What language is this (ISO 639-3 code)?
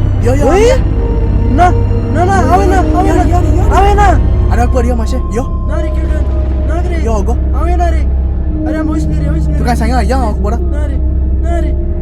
kok